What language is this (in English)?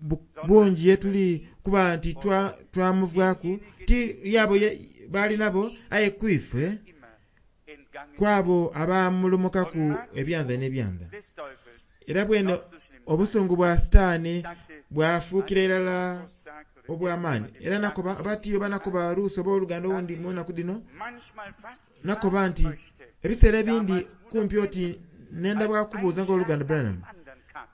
Soga